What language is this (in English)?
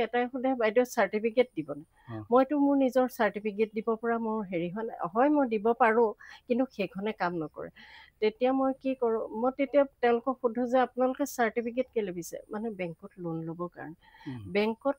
Assamese